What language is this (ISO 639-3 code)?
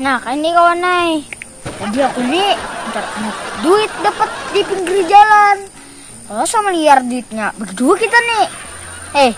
bjn